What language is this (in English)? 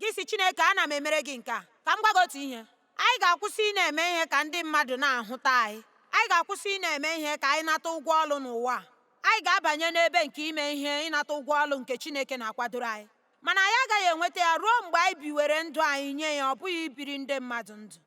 Igbo